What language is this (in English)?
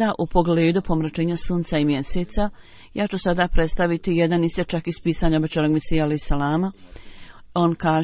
Bosnian